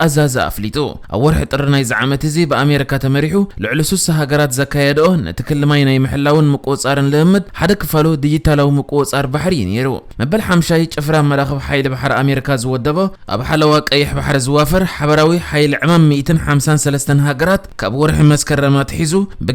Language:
Tigrinya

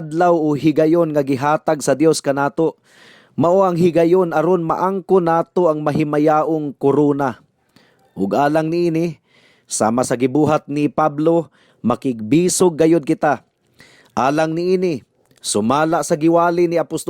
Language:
Cebuano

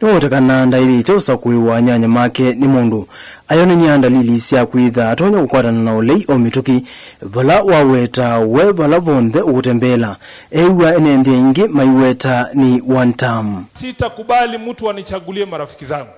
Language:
Kamba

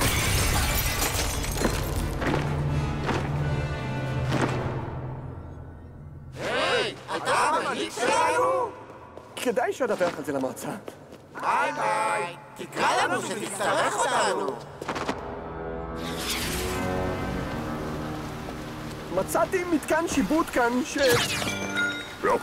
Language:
Hebrew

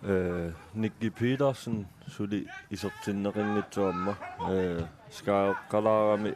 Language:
Kalaallisut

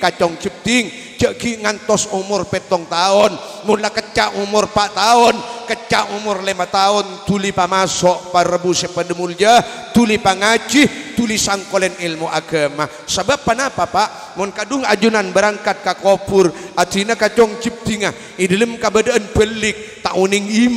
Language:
Madurese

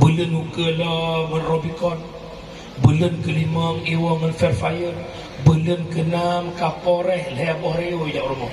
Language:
Achinese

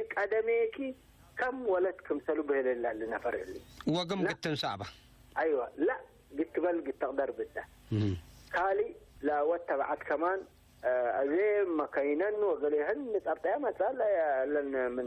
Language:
Tigre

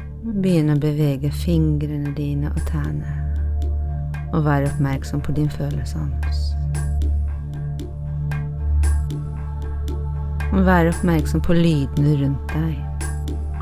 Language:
Norwegian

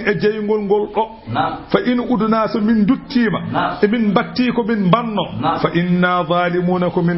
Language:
Fula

